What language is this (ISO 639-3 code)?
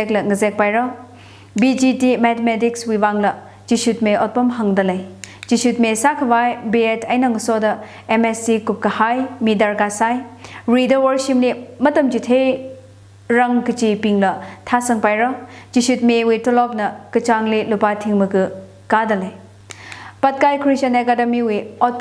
nmf